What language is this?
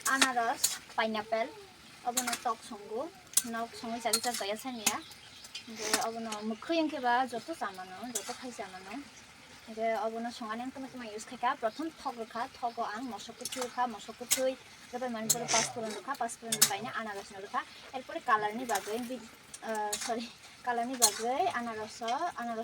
Kok Borok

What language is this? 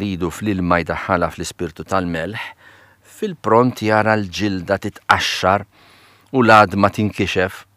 Maltese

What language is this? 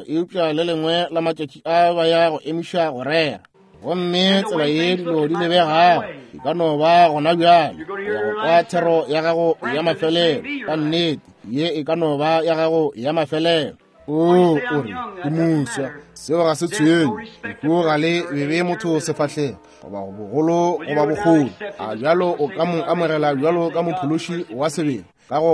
Northern Sotho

